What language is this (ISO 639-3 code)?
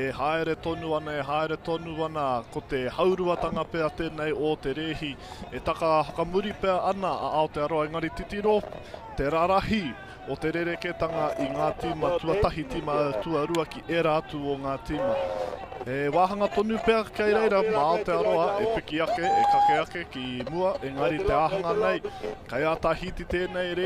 mri